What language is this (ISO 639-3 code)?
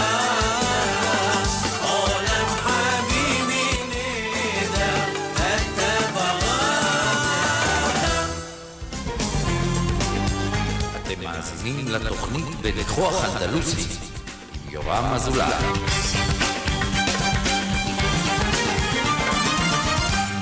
heb